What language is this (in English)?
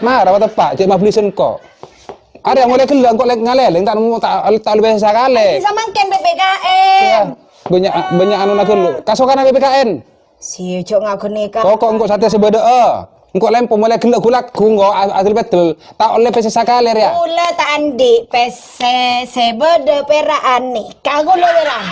Madurese